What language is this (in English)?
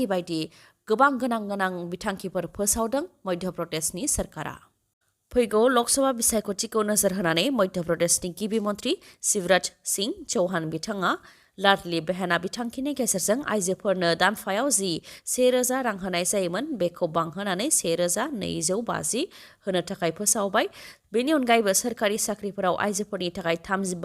Bodo